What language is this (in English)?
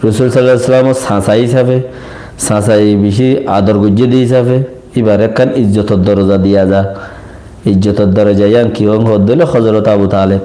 Rohingya